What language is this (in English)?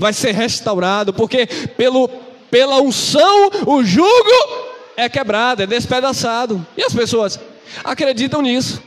Portuguese